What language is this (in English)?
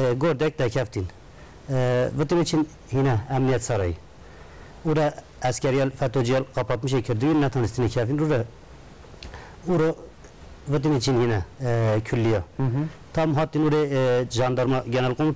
Kurdish